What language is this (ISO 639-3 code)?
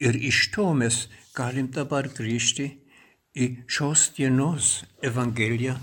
lit